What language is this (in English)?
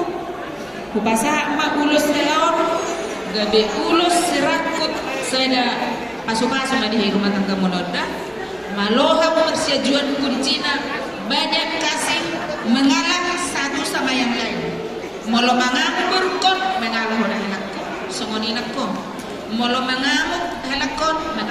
Batak Toba